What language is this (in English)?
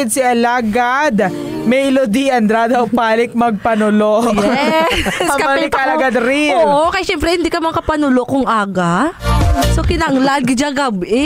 Hiligaynon